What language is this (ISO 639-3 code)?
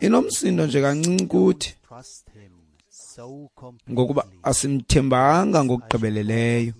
xho